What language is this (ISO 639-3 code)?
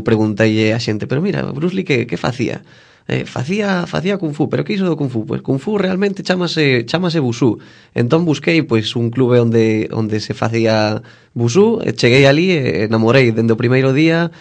glg